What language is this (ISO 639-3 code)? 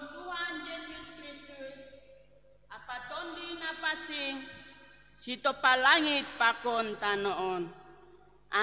bts